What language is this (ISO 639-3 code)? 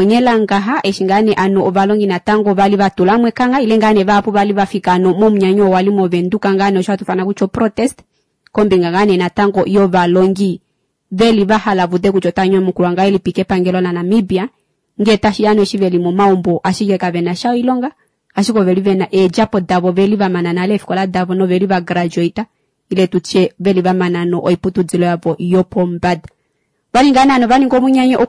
kua